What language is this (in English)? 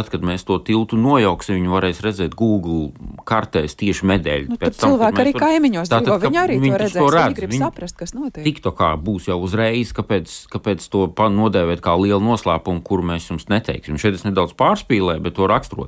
Latvian